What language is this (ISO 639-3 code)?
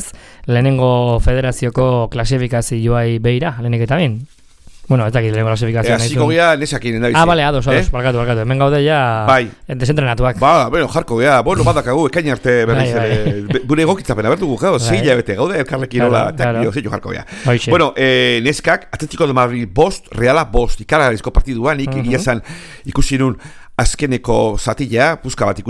eus